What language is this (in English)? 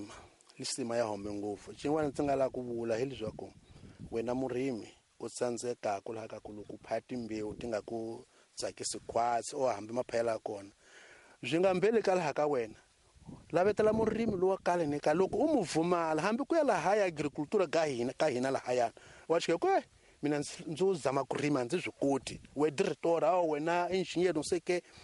Tsonga